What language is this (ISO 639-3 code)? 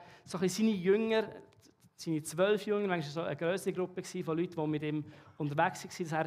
gsw